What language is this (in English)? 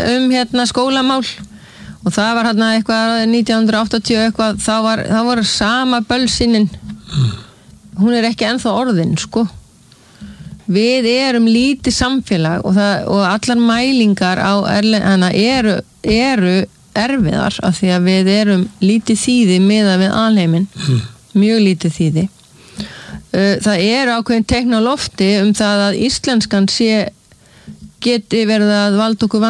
Icelandic